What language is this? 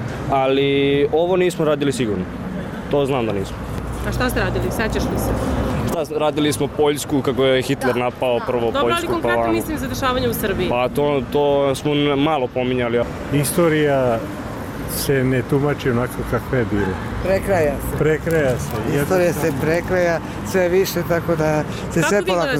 Serbian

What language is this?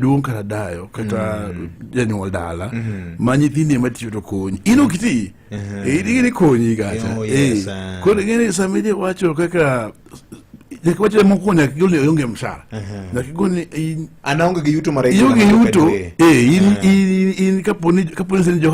Luo (Kenya and Tanzania)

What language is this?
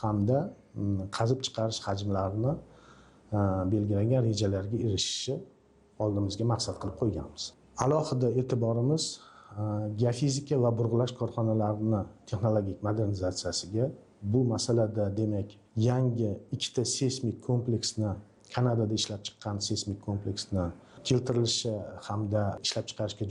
Uzbek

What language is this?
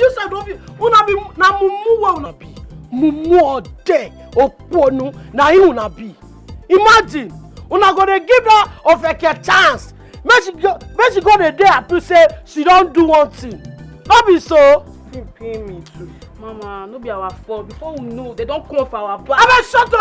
Nigerian Pidgin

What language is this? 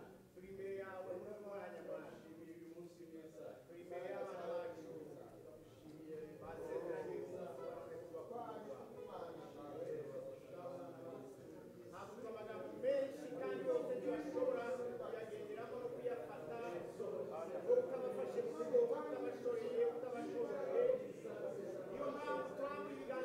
Kinyarwanda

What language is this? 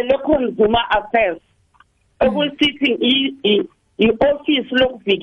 South Ndebele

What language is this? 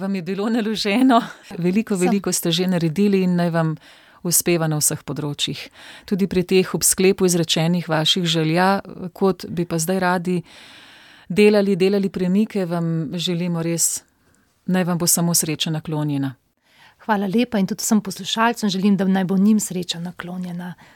Slovenian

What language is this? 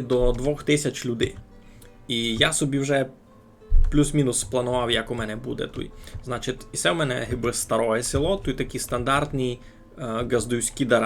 Rusyn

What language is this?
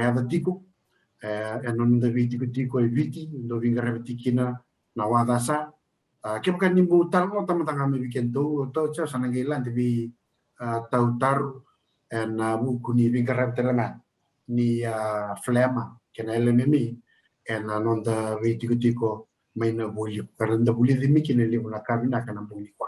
Fijian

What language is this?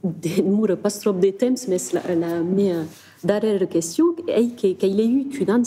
Occitan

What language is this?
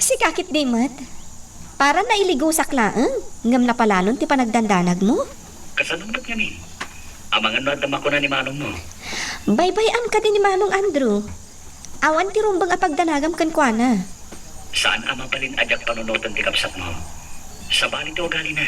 Iloko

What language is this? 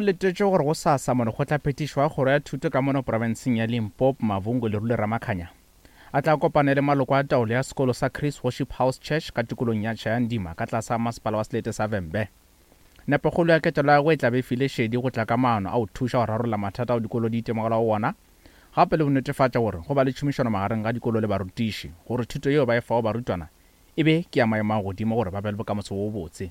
Northern Sotho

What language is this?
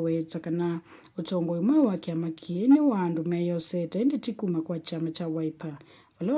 Kamba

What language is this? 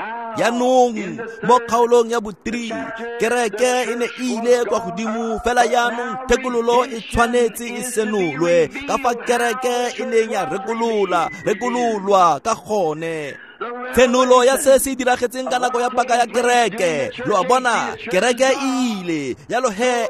Tswana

